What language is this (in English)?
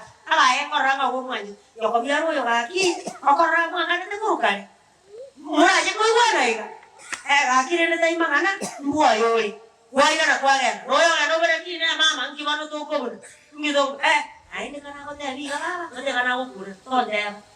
Gusii